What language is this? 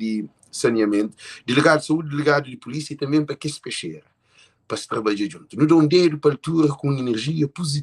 Kabuverdianu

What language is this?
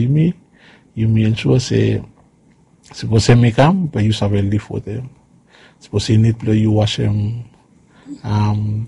Bislama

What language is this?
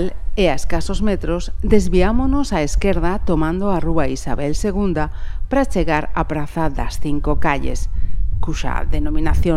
Galician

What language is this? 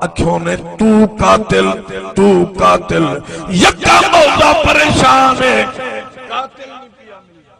Saraiki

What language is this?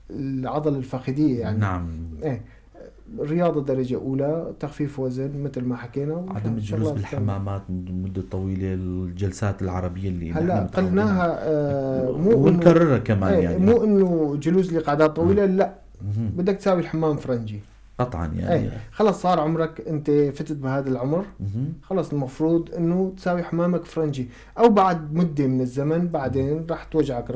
North Levantine Arabic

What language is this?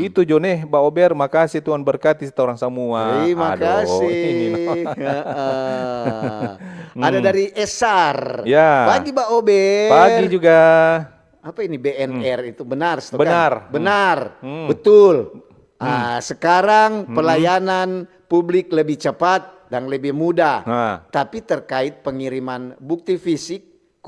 Manado Malay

